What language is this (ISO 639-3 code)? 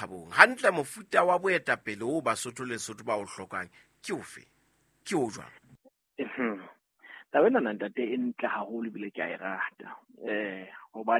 sot